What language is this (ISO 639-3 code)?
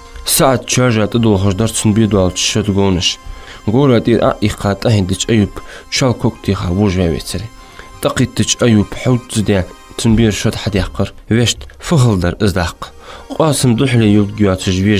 inh